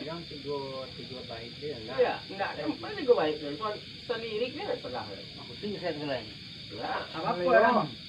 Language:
Minangkabau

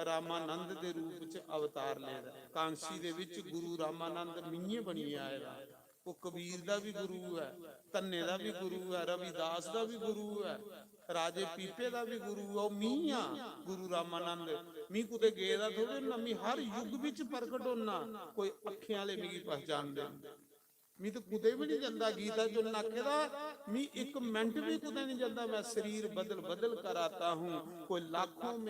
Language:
Dogri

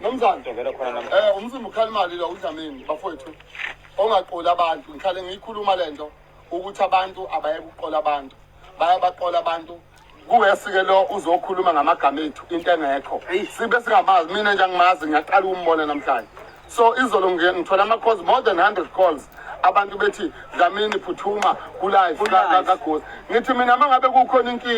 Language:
Zulu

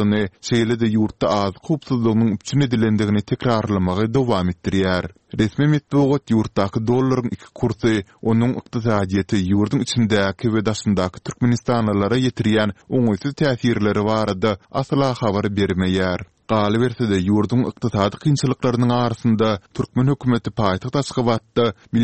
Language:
Turkmen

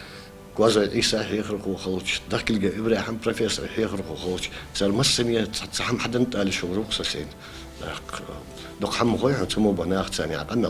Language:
Ingush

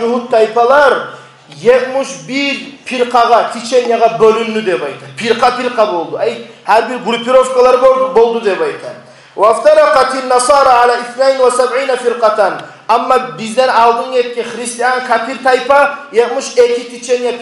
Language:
Kumyk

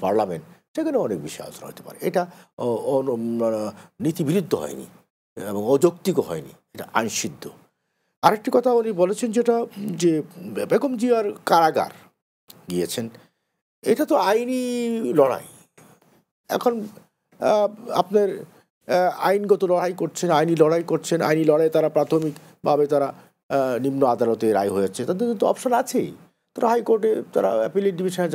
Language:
Bangla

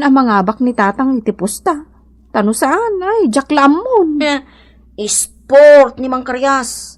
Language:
Iloko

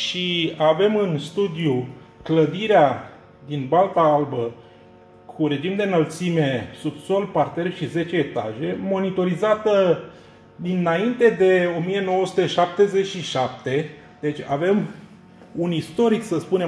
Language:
Romanian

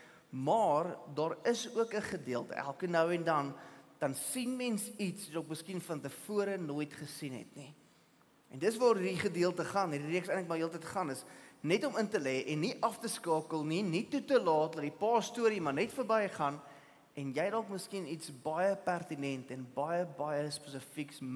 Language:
Afrikaans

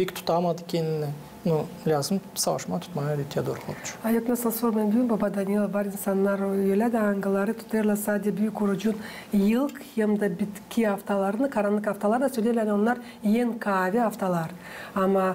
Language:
Gagauz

